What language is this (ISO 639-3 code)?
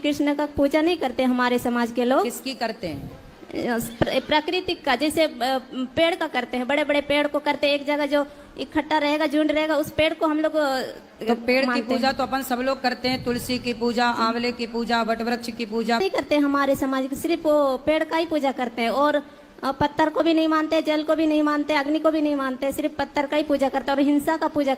sat